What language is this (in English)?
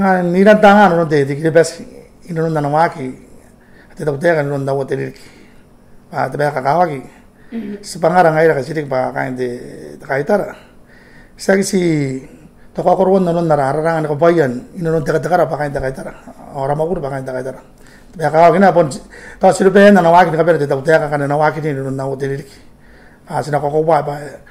Gilbertese